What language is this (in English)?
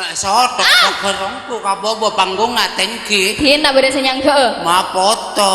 Madurese